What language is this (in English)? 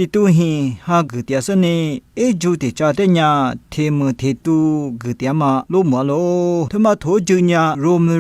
Lisu